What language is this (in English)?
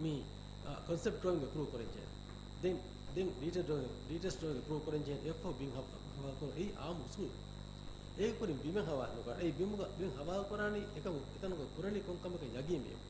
Divehi